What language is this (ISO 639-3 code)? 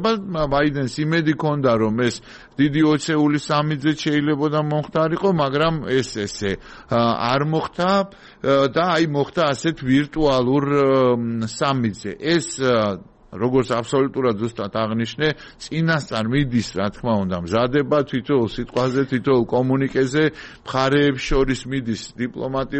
kat